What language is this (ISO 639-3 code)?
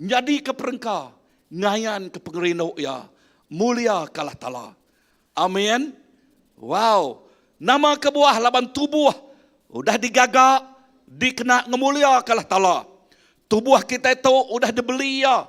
iba